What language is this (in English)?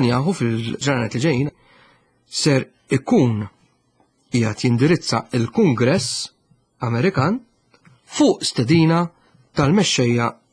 Maltese